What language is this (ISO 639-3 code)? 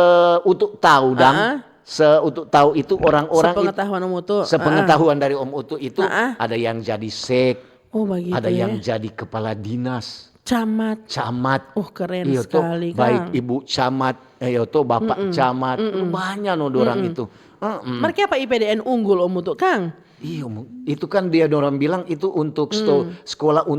xmm